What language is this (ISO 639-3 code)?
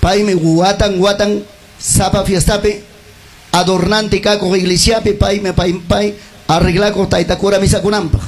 quy